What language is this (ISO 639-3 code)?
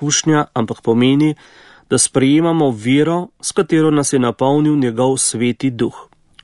slv